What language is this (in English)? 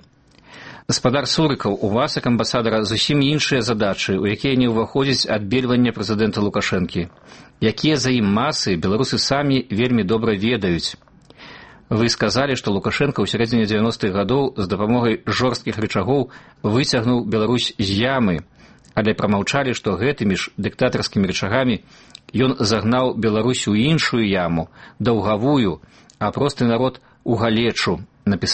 Belarusian